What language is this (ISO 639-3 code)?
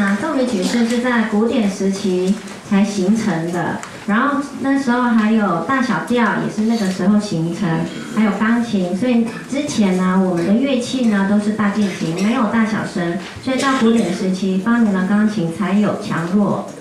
zho